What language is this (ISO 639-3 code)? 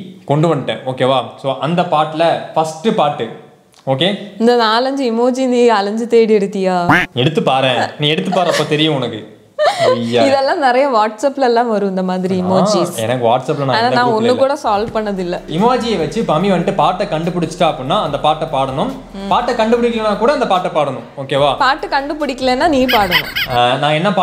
tam